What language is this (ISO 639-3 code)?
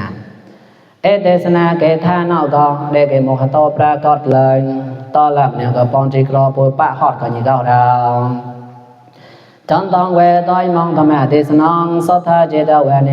mnw